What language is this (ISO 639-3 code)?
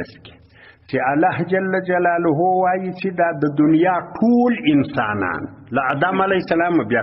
pus